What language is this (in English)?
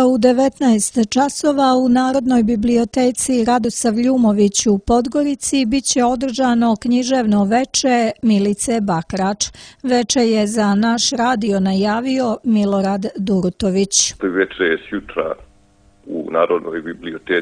Serbian